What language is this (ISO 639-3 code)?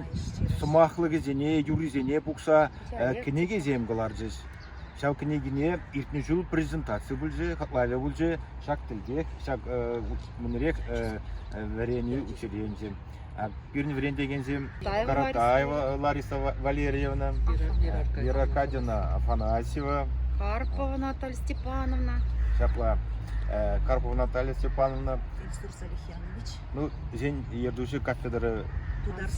chv